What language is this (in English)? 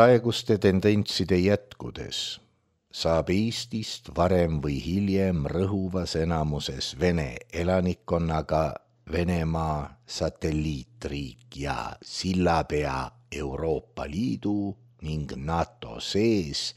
Estonian